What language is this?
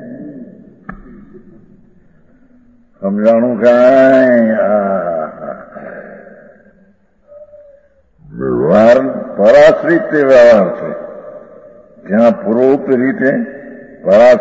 Gujarati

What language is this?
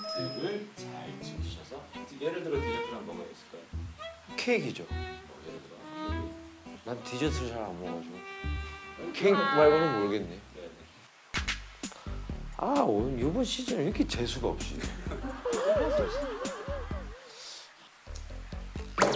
Korean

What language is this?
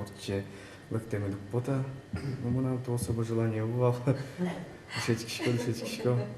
Udmurt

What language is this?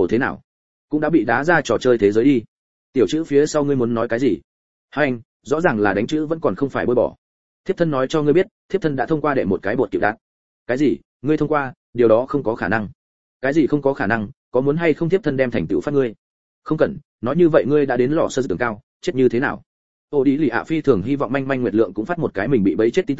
Vietnamese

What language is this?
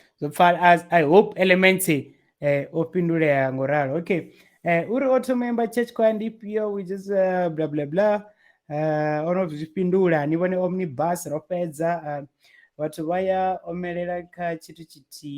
Venda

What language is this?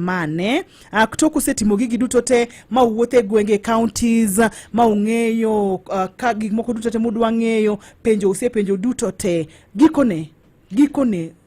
Luo (Kenya and Tanzania)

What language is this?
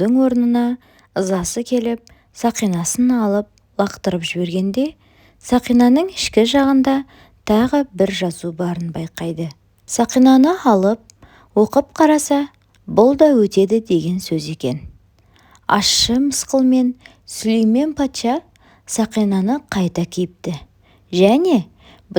Kazakh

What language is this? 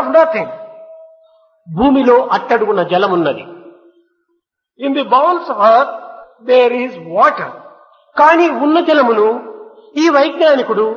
Telugu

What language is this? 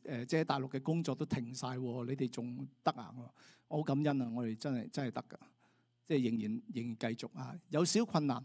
Cantonese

